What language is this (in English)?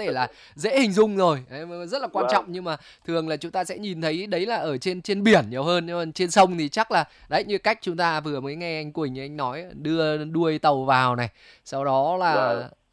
Vietnamese